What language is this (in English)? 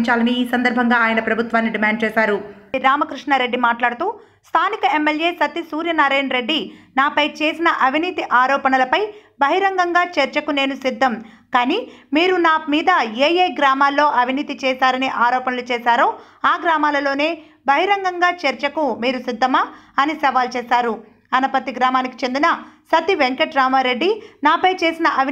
Telugu